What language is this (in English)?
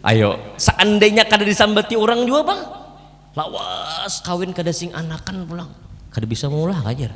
Banjar